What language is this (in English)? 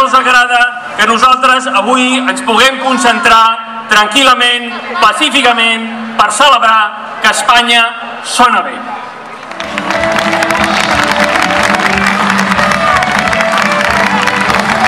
Catalan